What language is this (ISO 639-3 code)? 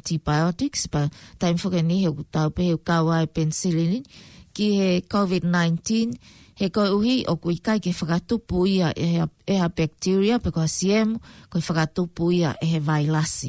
ton